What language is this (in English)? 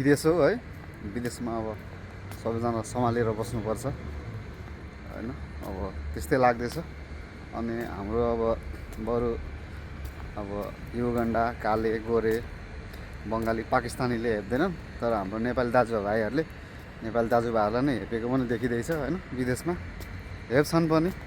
Nepali